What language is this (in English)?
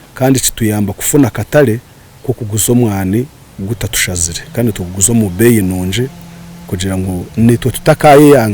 Nyankole